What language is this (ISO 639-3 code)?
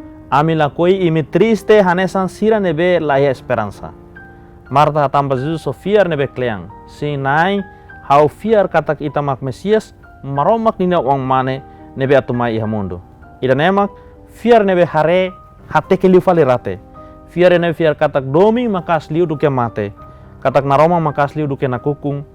tet